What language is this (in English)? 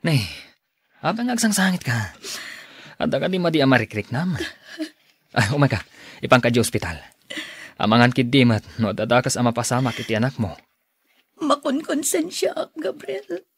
Iloko